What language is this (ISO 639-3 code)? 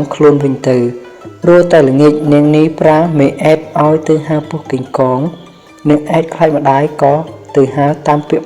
khm